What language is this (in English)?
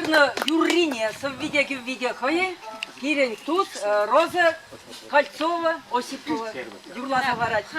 Chuvash